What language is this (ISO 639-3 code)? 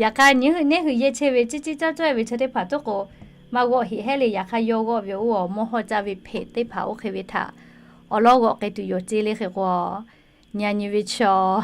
lhu